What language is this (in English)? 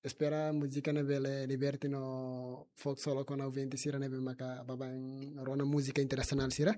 Tetum